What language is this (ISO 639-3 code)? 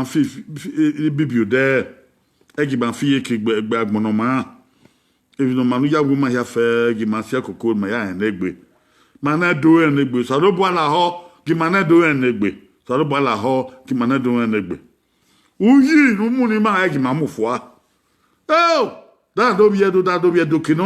bin